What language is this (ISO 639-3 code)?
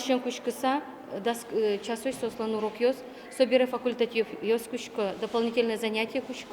udm